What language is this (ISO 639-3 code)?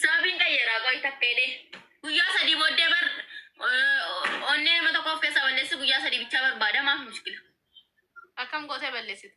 orm